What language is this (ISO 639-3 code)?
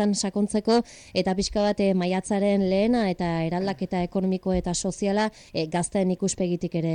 eus